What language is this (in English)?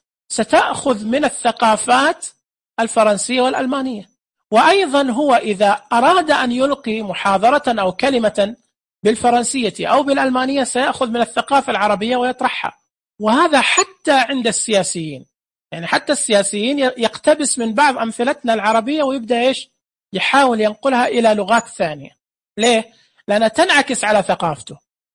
Najdi Arabic